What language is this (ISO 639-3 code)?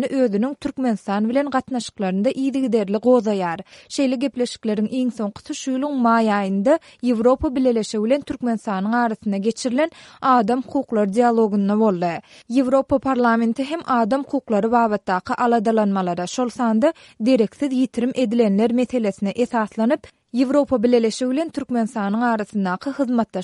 tuk